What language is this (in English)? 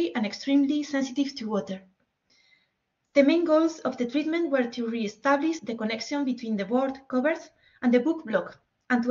English